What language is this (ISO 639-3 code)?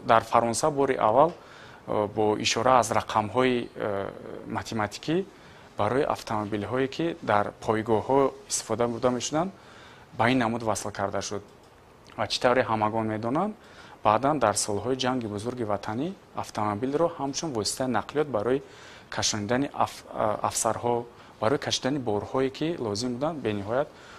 tgk